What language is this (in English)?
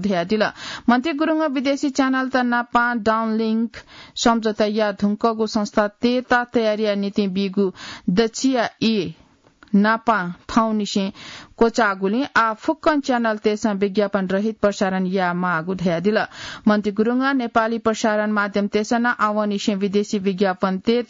Newari